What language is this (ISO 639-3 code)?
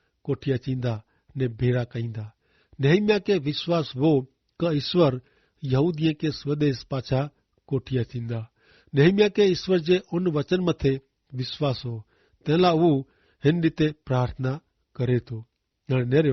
kfr